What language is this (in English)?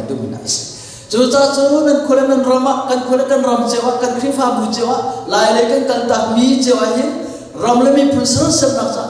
Hakha Chin